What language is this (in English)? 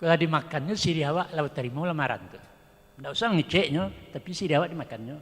Minangkabau